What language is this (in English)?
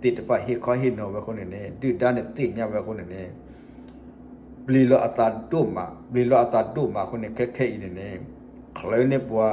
S'gaw Karen